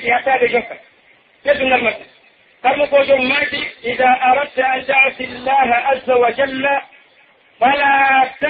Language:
Pular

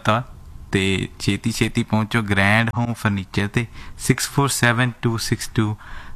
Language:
Punjabi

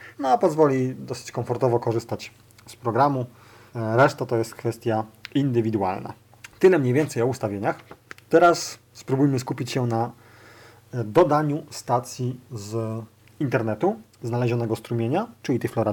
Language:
Polish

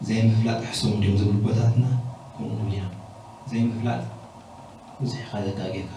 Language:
Tigrinya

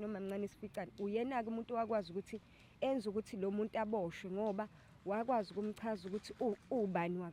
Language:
Zulu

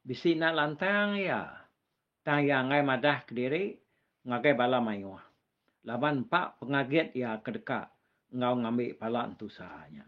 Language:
Iban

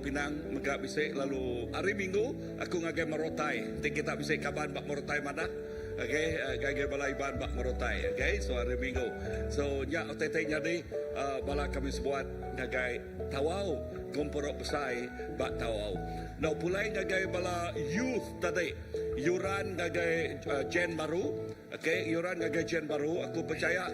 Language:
Iban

